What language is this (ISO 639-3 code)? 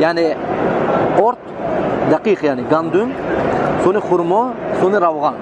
tgk